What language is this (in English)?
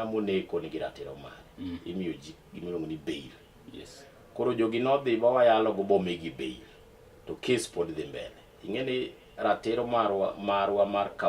Luo (Kenya and Tanzania)